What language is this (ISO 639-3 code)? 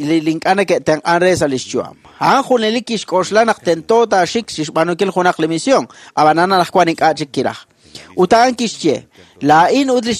kek